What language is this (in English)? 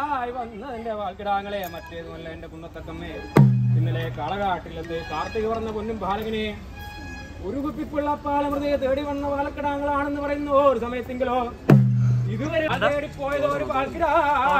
Malayalam